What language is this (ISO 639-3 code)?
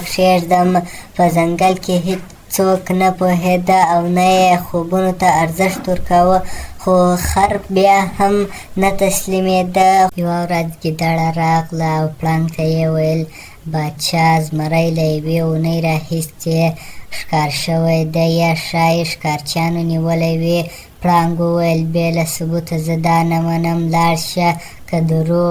pus